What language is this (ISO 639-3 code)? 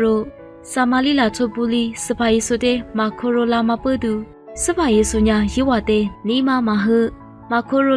lis